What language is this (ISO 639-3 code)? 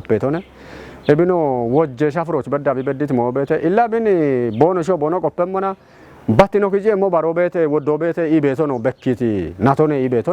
kbr